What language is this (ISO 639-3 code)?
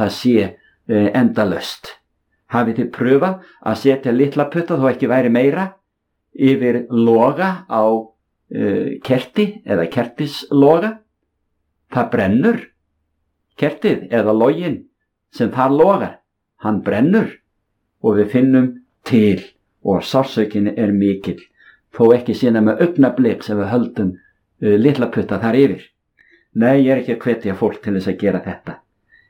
isl